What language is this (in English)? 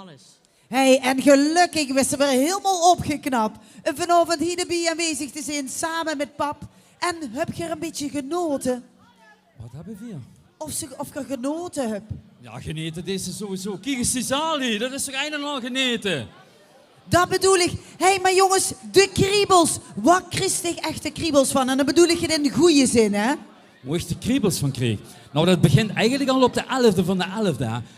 Limburgish